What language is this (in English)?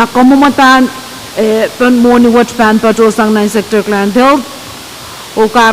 Pohnpeian